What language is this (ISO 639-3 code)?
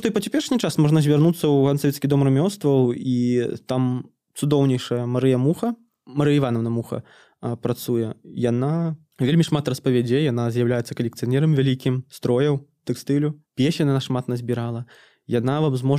bel